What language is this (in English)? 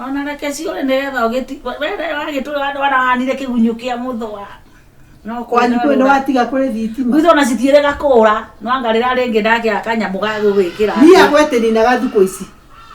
Kikuyu